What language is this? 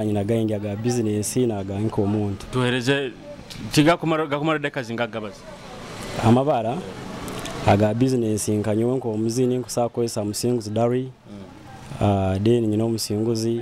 Nyoro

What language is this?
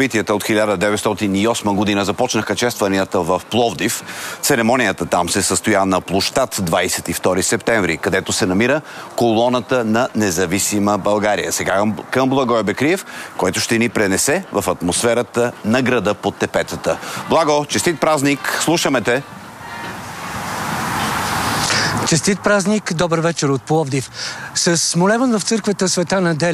Bulgarian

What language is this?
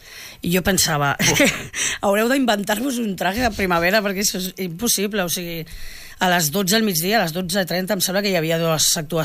Catalan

